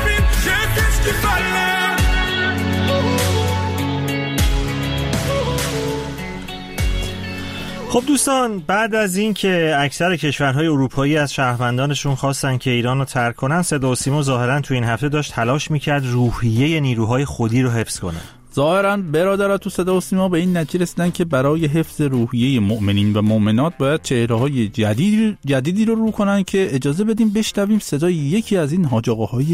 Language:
Persian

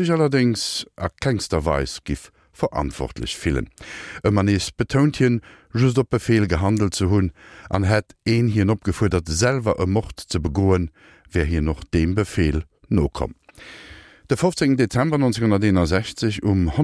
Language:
Luxembourgish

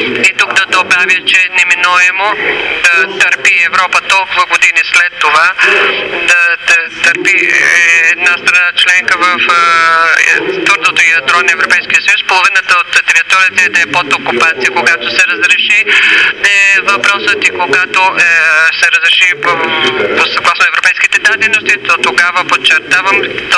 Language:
Bulgarian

